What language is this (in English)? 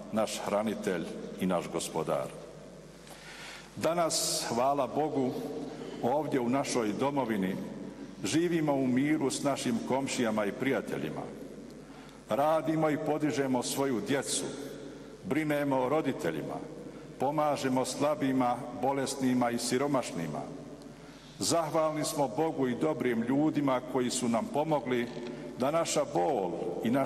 Bosnian